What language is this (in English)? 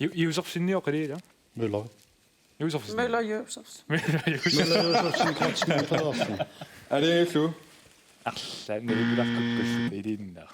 Kalaallisut